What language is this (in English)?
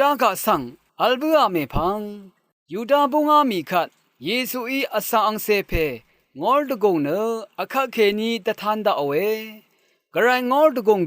Rawang